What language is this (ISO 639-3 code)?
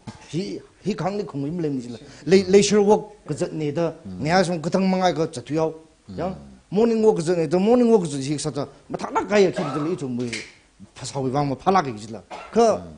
nmf